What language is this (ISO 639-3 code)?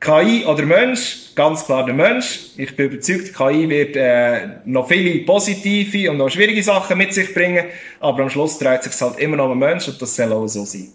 gsw